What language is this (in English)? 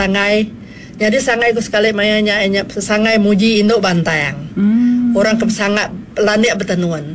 Iban